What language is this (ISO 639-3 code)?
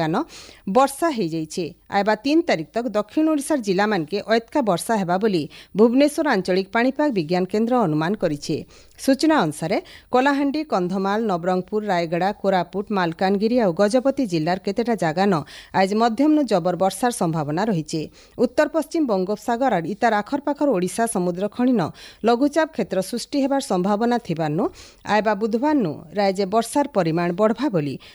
ori